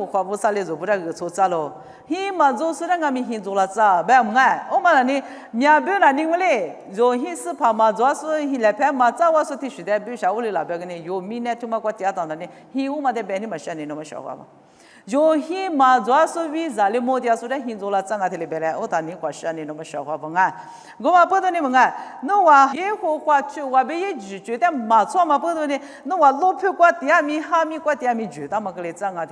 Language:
Lisu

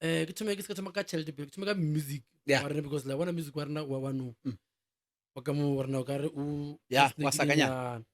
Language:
Northern Sotho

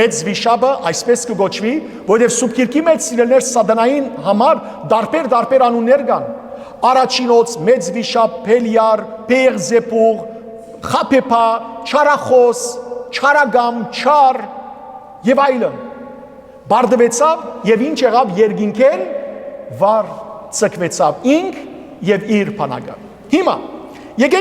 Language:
Western Armenian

